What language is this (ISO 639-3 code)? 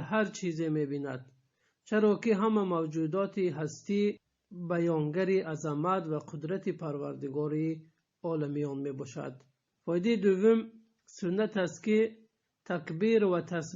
tgk